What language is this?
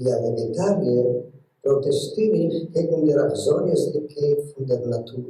Yiddish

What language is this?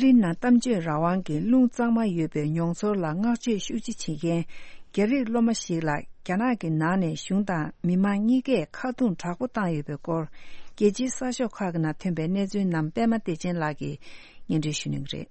Tibetan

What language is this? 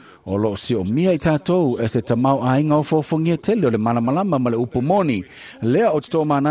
Samoan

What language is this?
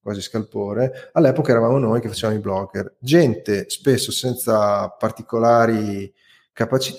Italian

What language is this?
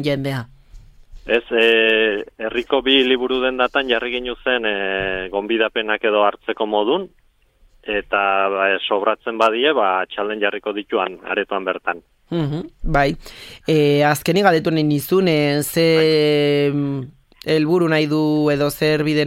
Basque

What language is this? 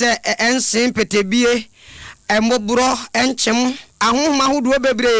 Akan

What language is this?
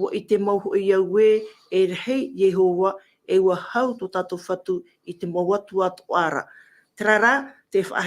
Tahitian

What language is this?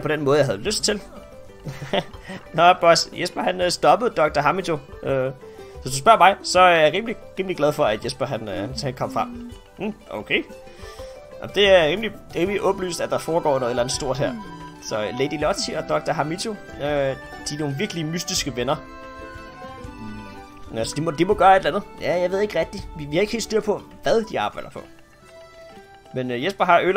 Danish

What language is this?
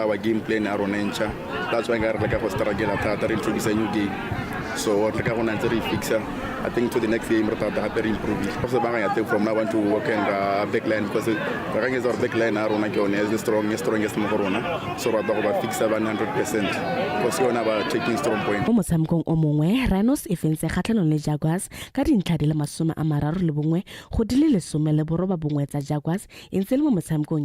Tswana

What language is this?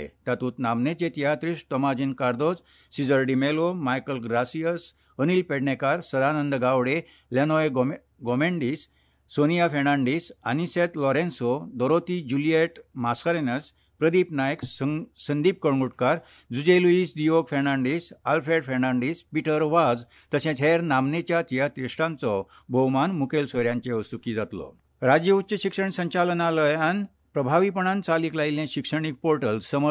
Konkani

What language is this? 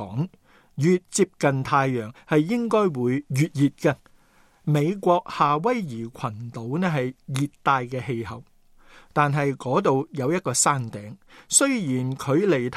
Cantonese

